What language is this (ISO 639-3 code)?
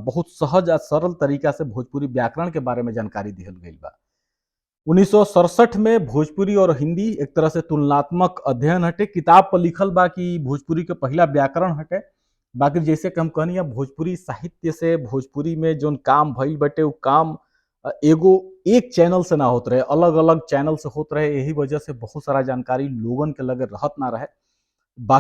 bho